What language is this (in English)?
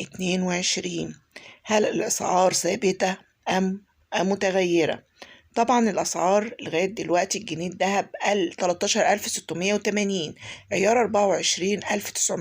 Egyptian Arabic